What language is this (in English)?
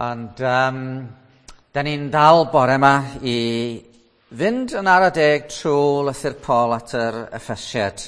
Welsh